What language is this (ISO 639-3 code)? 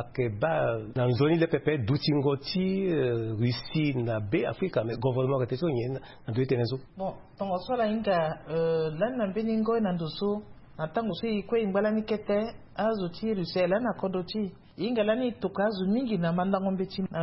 sag